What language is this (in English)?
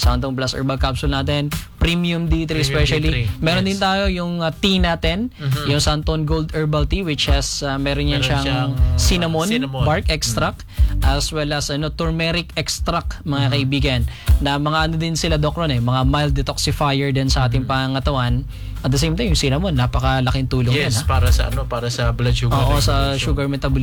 Filipino